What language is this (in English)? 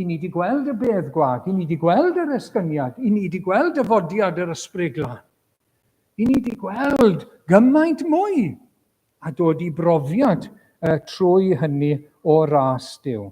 Welsh